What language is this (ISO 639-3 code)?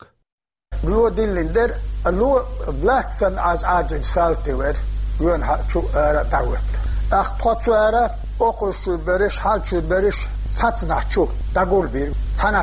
che